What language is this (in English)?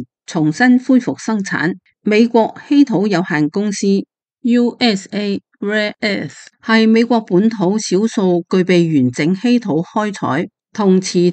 Cantonese